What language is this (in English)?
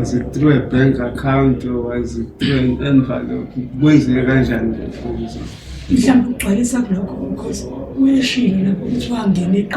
Zulu